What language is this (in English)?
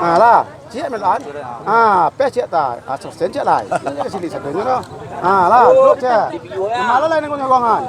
Minangkabau